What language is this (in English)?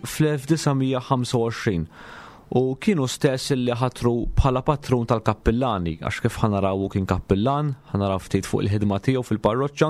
Maltese